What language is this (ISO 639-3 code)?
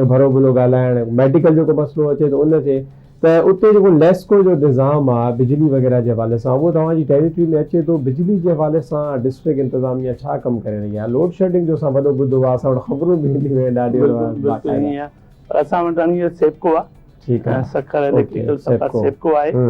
snd